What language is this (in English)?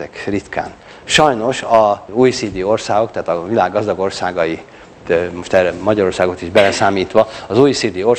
Hungarian